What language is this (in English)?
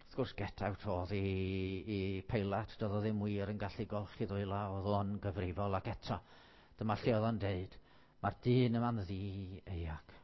Welsh